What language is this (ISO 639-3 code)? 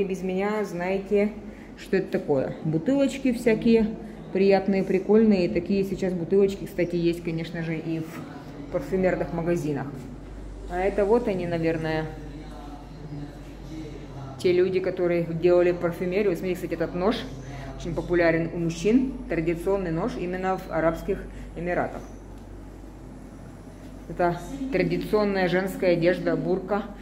rus